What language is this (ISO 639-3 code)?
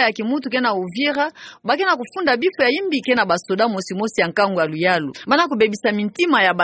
ktu